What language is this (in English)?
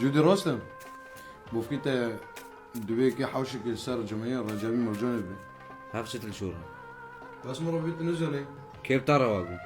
Kurdish